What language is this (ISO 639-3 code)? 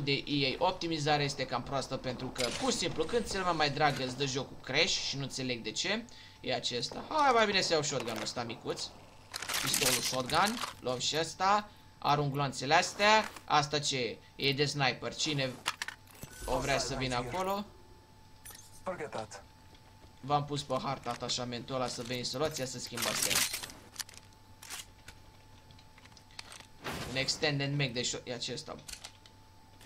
ron